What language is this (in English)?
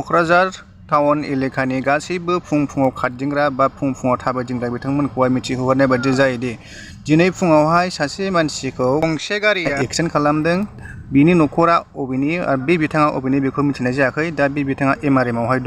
Bodo